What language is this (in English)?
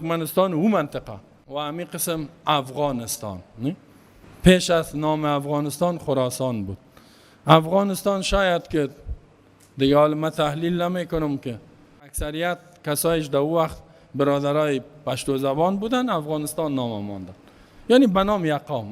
Persian